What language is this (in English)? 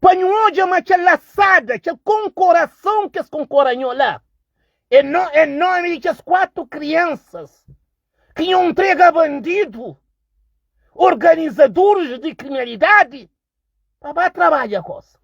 Kabuverdianu